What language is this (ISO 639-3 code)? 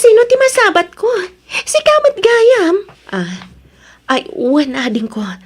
ilo